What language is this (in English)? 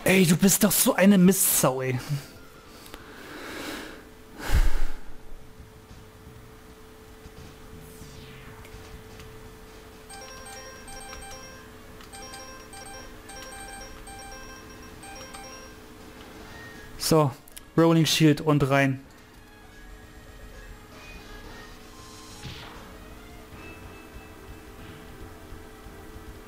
German